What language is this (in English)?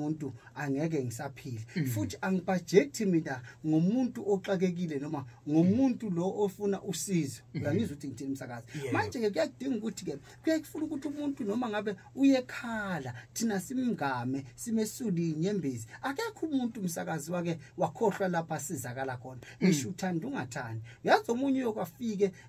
Zulu